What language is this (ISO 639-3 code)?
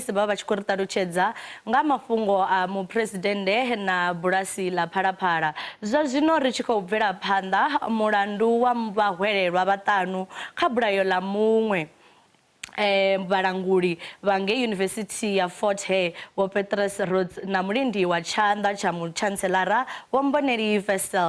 ven